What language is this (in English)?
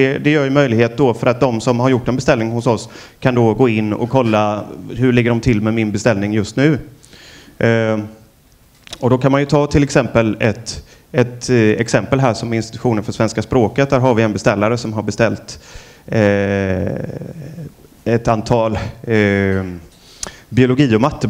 Swedish